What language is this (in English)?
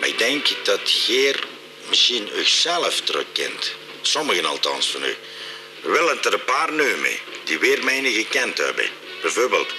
Limburgish